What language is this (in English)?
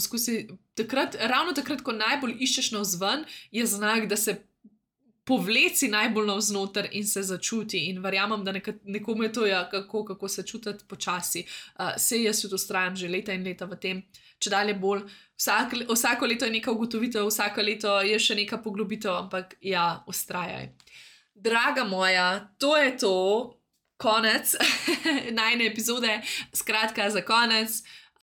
Slovenian